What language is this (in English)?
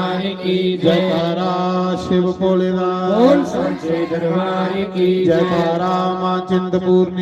Dogri